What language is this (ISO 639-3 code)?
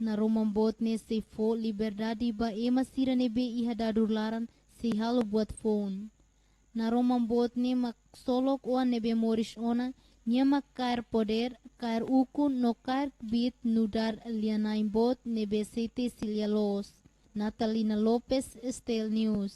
tet